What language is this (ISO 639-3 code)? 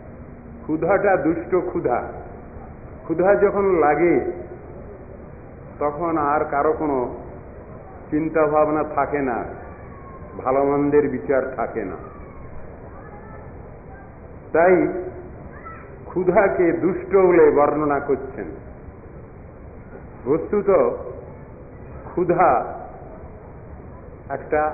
ben